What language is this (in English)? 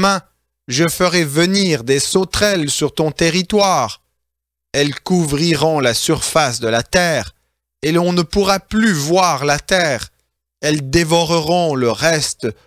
French